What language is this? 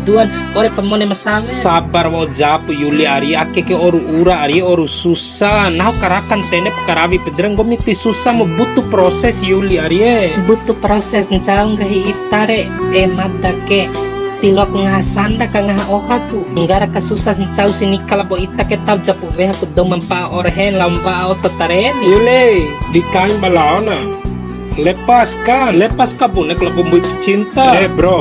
Bima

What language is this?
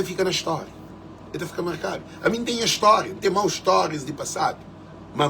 Kabuverdianu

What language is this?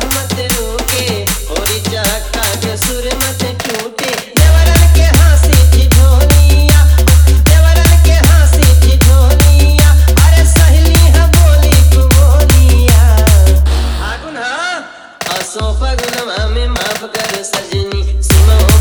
Bhojpuri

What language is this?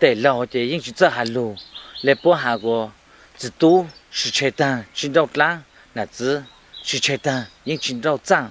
Hmong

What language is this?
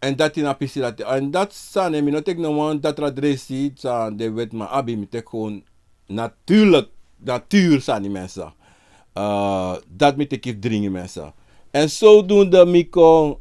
Sranan Tongo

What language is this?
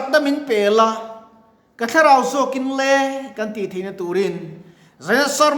Mizo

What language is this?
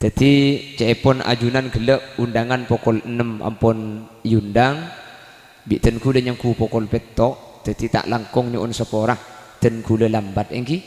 Madurese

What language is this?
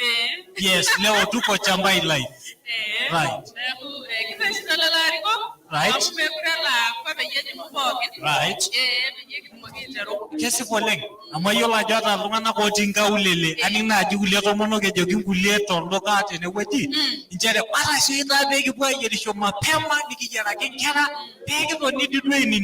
Masai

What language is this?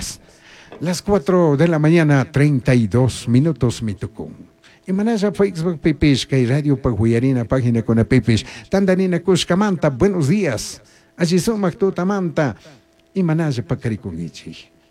Chimborazo Highland Quichua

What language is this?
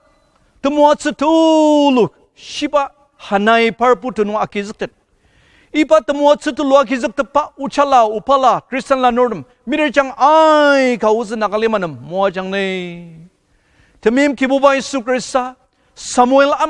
Ao Naga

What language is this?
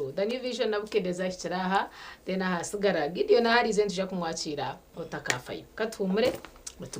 Nyankole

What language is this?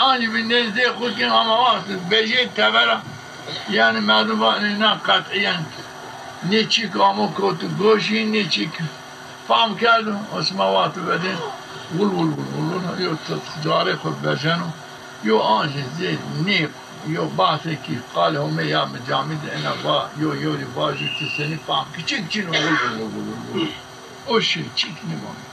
Zaza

